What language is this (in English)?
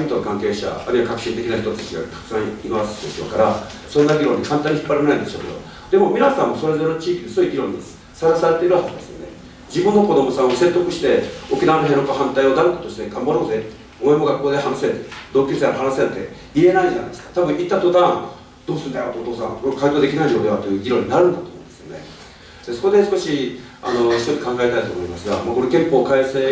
Japanese